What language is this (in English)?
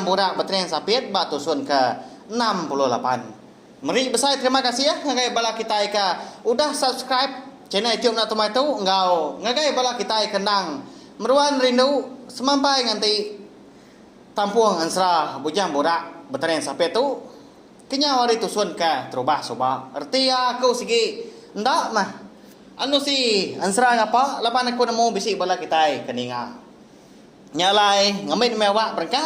Iban